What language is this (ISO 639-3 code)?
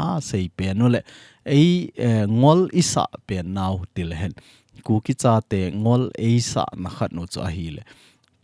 tcz